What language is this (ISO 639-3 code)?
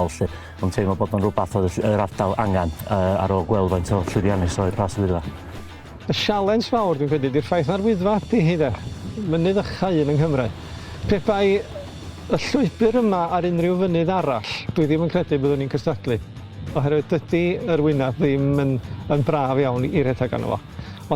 cym